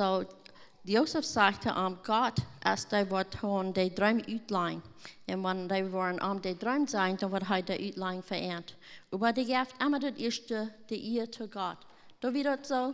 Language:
Plautdietsch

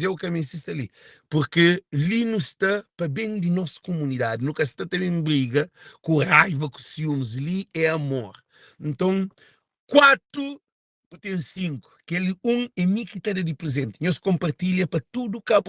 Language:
Kabuverdianu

